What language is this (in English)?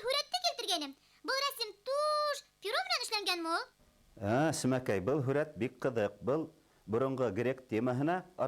Bashkir